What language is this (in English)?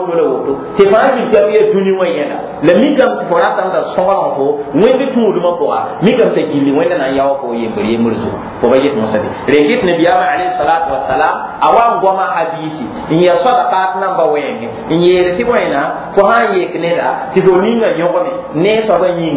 Mossi